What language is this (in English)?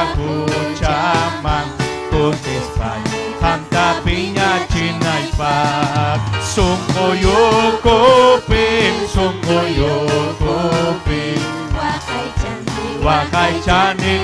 Ayacucho Quechua